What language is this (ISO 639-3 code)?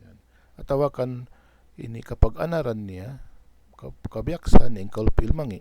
tsg